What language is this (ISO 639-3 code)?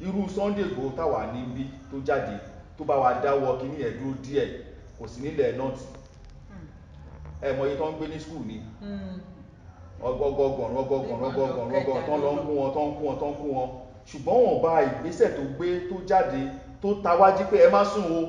yor